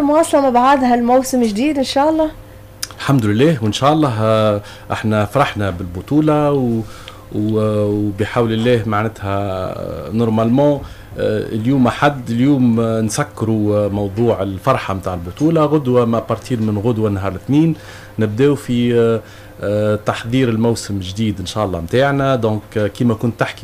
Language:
Tunisian Arabic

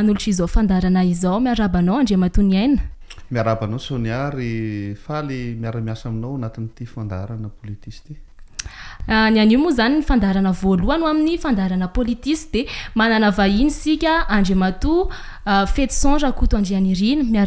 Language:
Malagasy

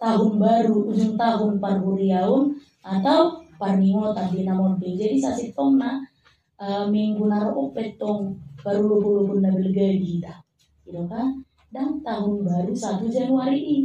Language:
Batak Toba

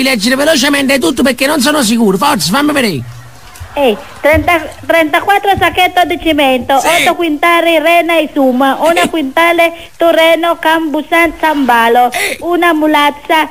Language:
Neapolitan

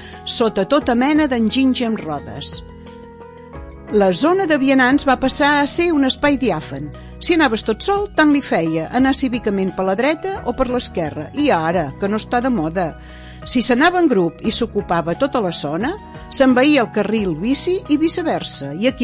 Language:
Catalan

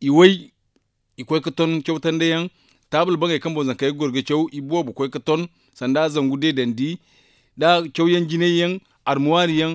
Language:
Zarma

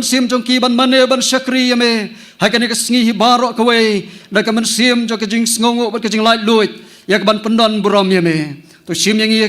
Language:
Khasi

